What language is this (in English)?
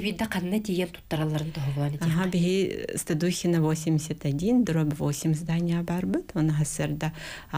Yakut